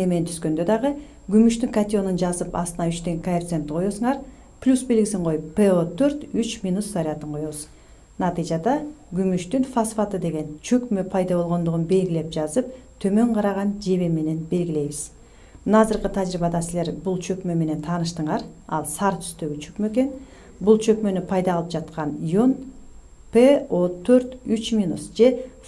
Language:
Kyrgyz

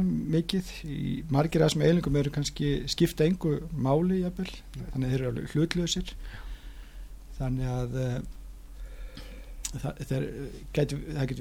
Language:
Icelandic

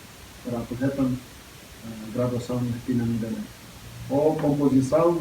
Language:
Tetum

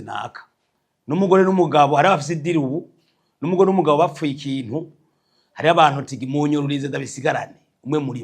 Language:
Rundi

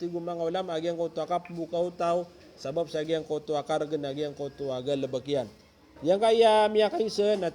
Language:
Maranao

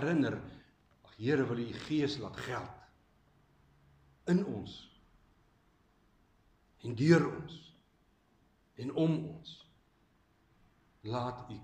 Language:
Afrikaans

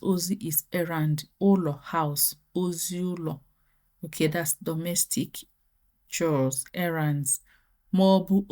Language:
Igbo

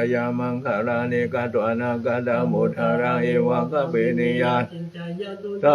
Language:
Pali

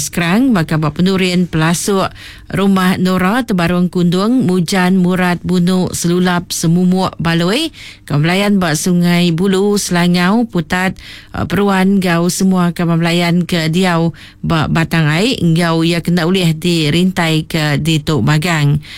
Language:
Iban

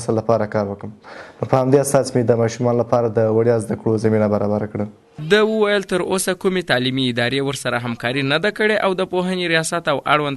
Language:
Pashto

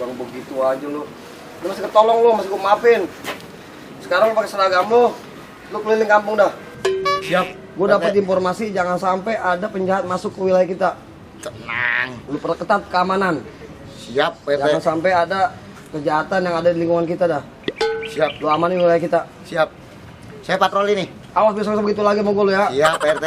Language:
Betawi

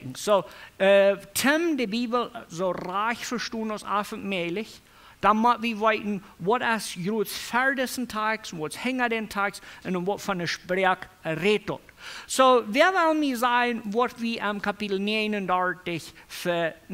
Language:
Plautdietsch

